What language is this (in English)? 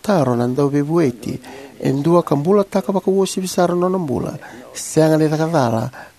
Fijian